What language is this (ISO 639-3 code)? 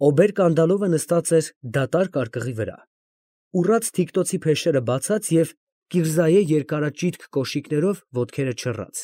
hye